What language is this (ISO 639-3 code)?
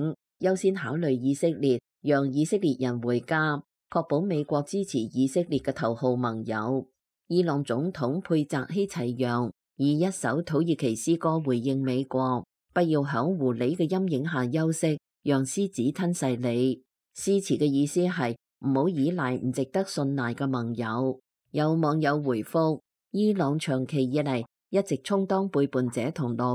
yue